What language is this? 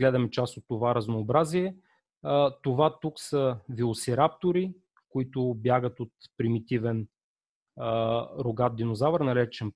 Bulgarian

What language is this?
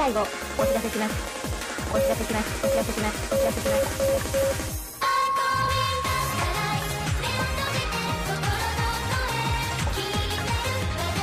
Japanese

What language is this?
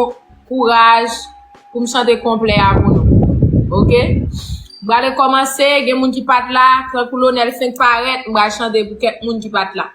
Haitian Creole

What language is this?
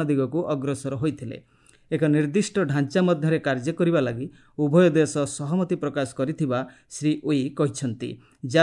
Odia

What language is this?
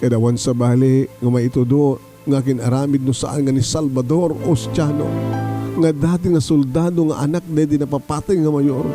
Iloko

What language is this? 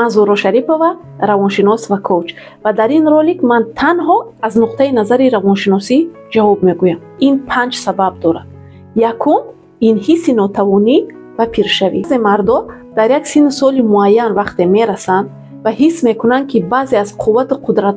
Tajik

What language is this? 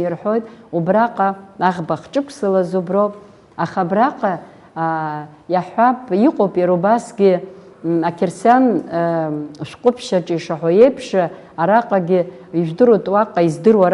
Abkhazian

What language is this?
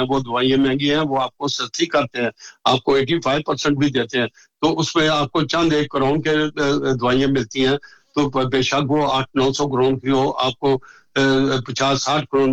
Urdu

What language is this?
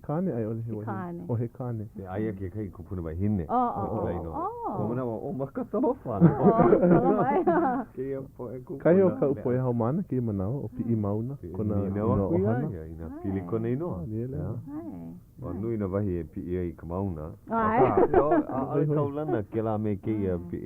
Hawaiian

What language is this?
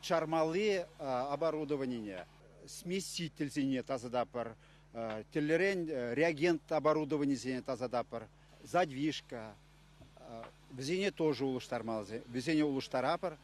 Chuvash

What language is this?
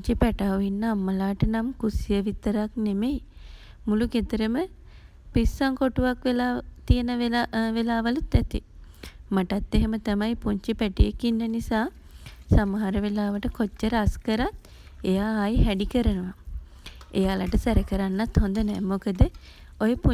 Sinhala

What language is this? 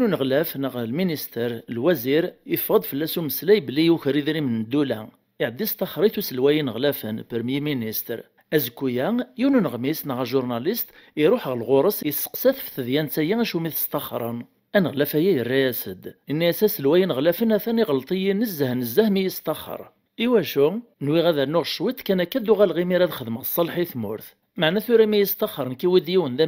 Kabyle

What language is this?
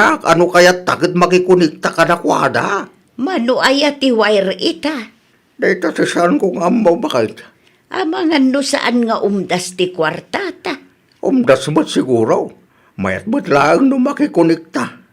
Iloko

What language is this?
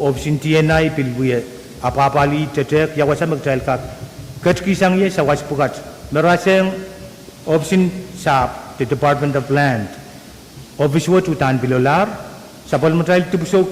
Pohnpeian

